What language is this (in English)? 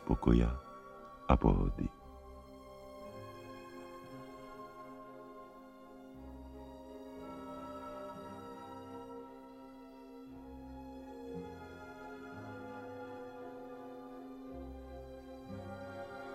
Slovak